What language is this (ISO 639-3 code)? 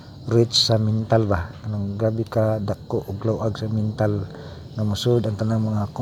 ceb